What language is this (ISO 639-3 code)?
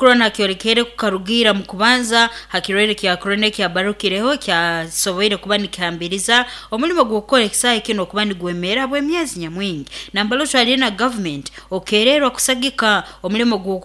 nyn